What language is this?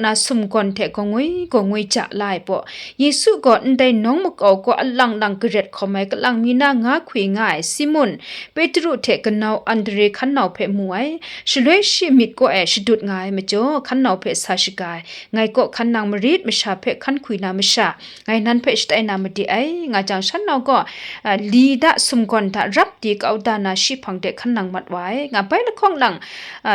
Kachin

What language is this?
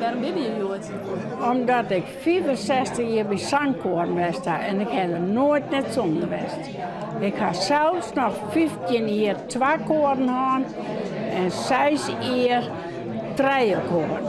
Western Frisian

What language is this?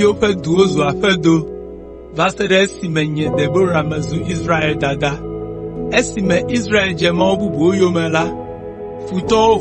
Ewe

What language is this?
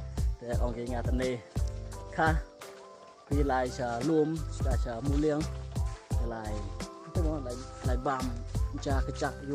Khasi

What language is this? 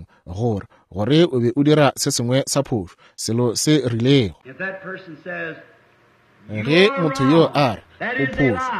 Northern Sotho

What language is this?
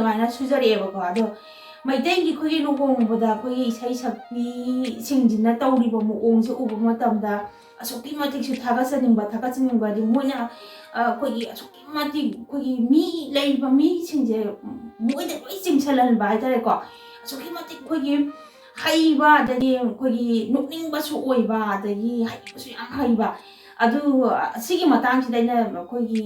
Manipuri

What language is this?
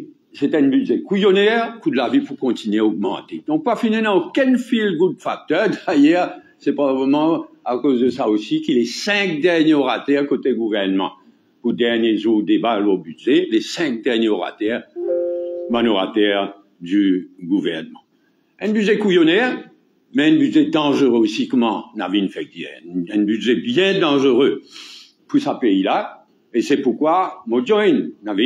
Morisyen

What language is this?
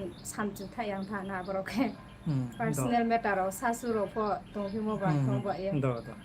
Riang (India)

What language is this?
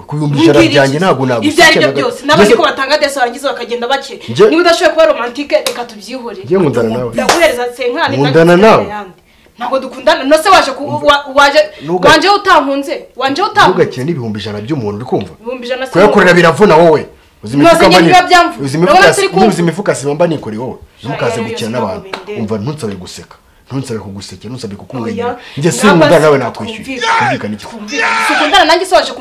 Kinyarwanda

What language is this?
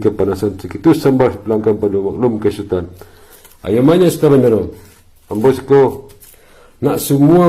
Minangkabau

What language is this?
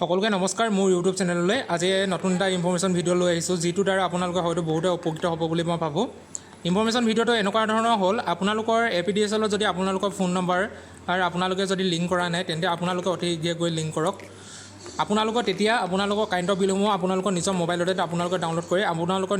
Assamese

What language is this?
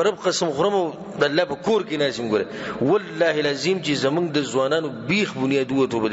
Pashto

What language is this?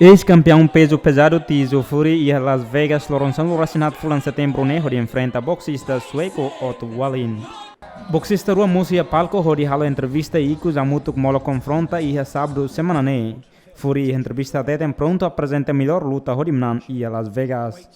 Tetum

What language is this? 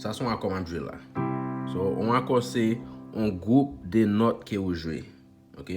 Haitian Creole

